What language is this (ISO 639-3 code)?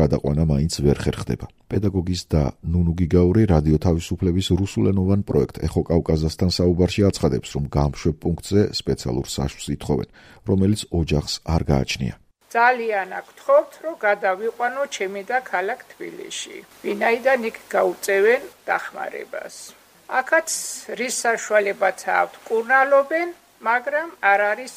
kat